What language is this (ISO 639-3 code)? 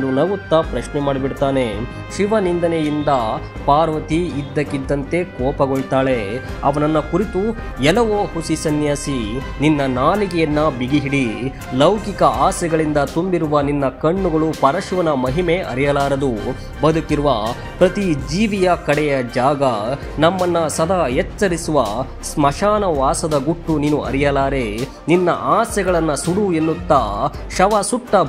kan